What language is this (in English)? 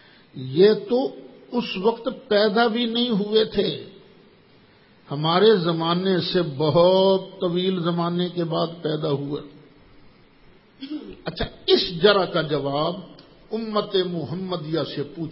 Urdu